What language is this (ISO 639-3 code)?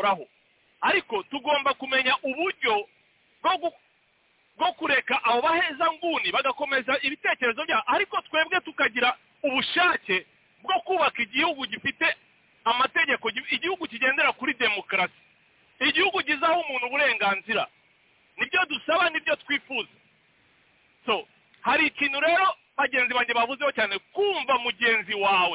kin